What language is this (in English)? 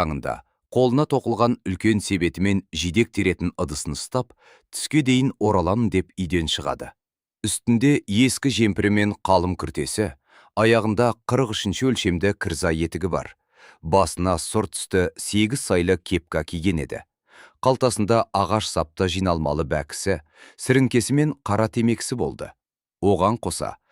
Kazakh